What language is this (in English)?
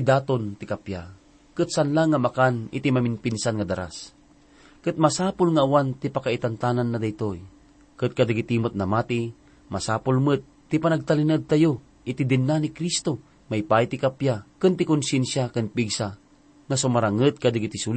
Iloko